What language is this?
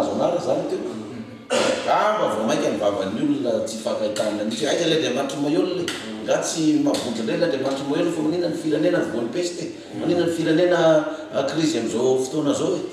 Malagasy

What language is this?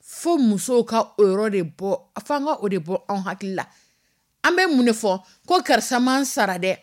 Dyula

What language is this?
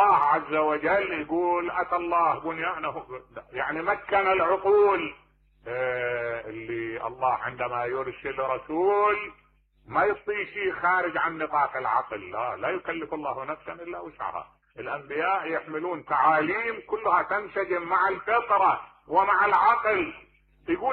Mesopotamian Arabic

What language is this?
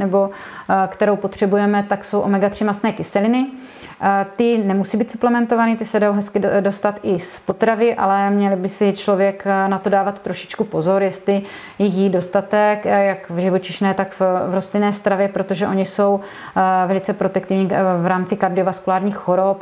Czech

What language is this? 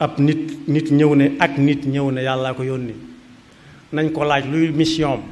Wolof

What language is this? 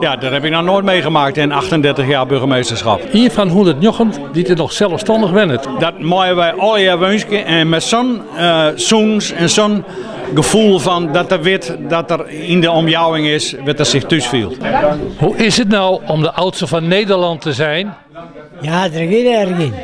Western Frisian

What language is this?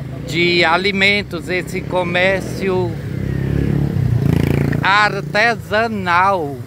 Portuguese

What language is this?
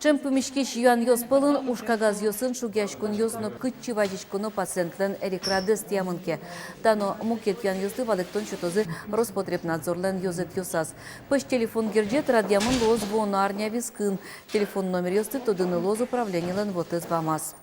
Udmurt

